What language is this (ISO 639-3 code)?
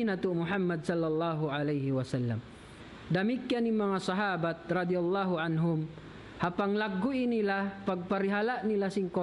tsg